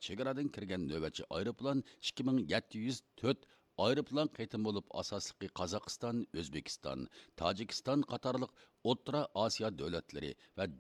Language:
Uyghur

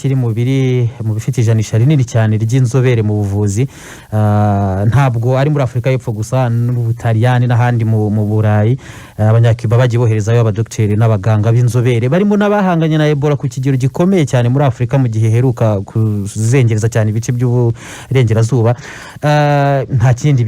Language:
Kinyarwanda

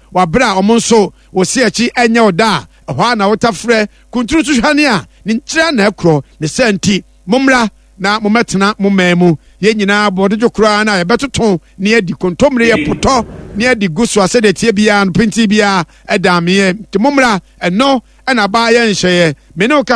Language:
Akan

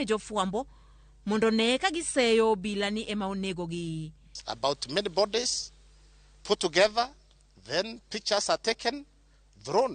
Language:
Luo (Kenya and Tanzania)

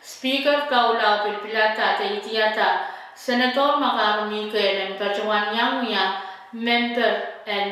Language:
Pohnpeian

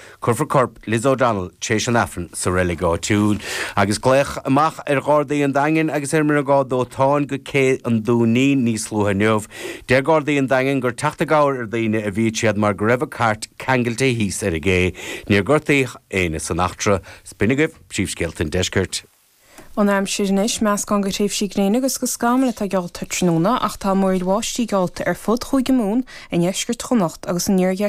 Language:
Irish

